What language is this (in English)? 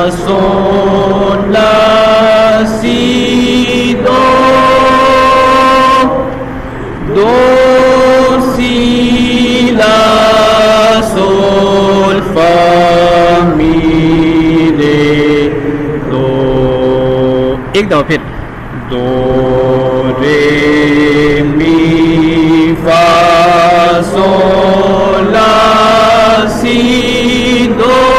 Urdu